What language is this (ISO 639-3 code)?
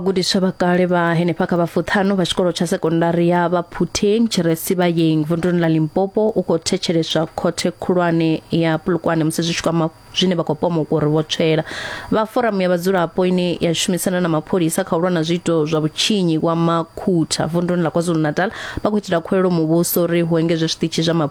ven